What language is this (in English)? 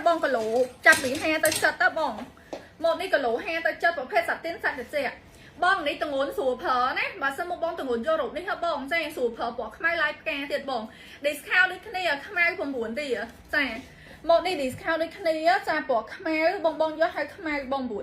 Khmer